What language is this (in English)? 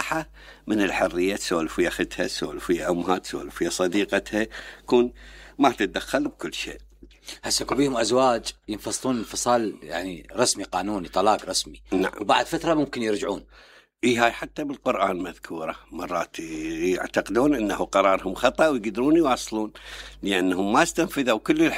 Mesopotamian Arabic